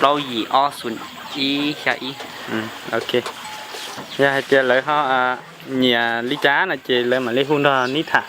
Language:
Hmong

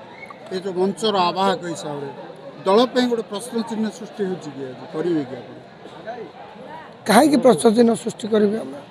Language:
Odia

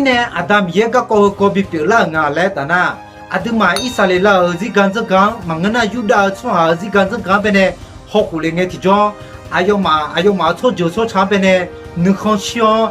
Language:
Akha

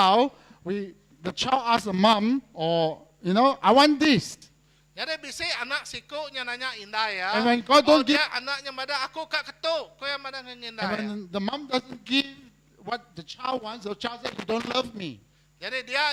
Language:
Iban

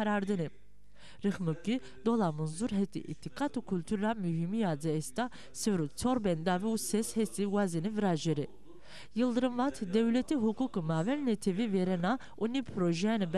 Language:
Zaza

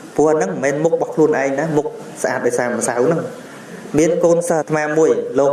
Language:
Khmer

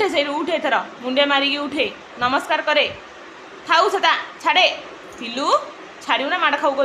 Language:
Odia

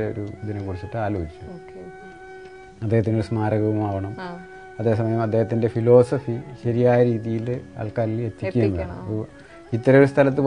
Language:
Malayalam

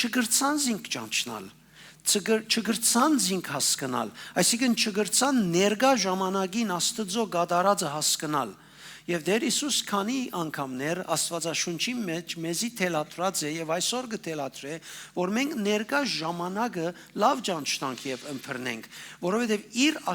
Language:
Western Armenian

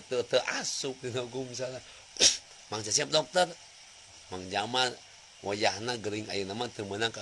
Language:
Sundanese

